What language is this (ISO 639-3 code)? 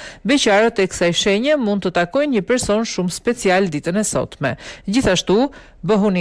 sqi